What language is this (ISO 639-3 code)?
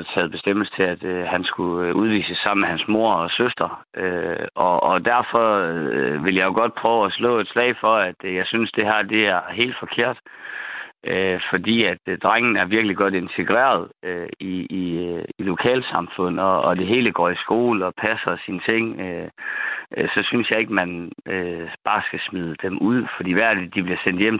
dan